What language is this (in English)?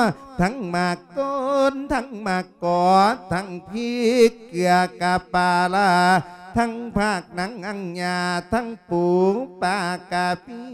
Lao